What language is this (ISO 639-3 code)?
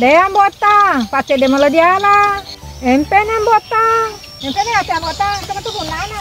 bug